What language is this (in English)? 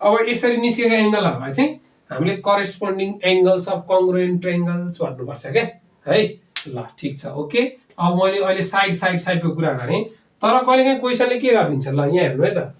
Nepali